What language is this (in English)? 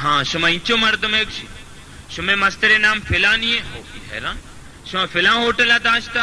Baluchi